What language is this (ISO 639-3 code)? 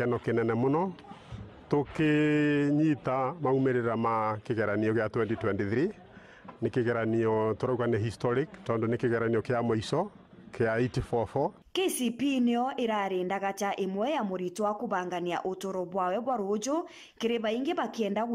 mer